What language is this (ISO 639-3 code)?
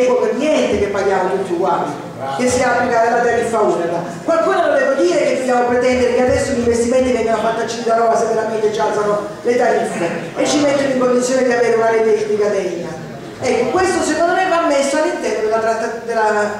ita